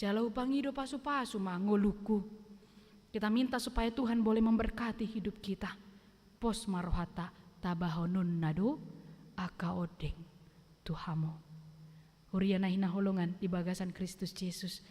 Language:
Batak Toba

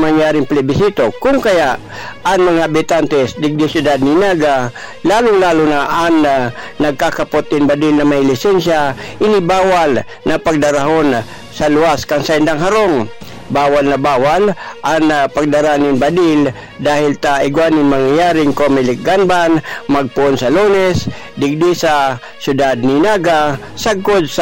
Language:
Bikol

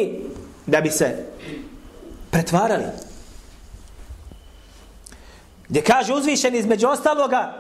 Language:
Bosnian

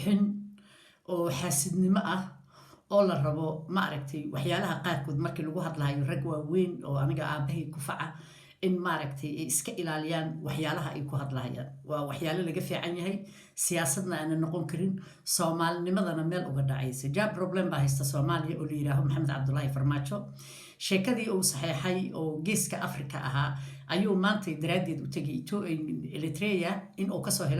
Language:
Somali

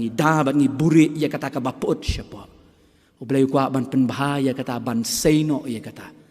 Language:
Khasi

